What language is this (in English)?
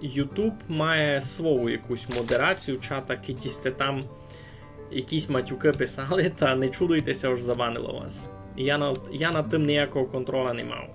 Rusyn